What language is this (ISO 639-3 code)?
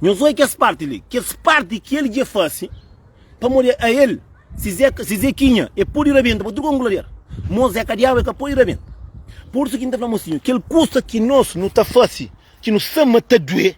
kea